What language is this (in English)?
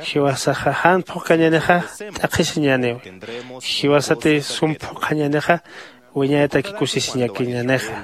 Aymara